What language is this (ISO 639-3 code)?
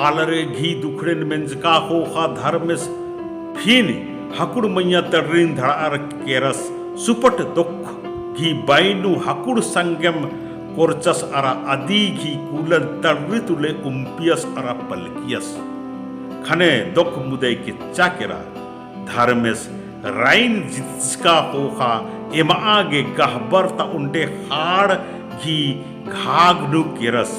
kru